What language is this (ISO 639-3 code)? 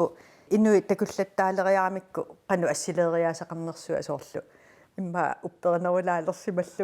kal